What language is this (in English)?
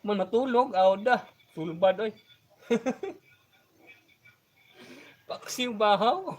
Cebuano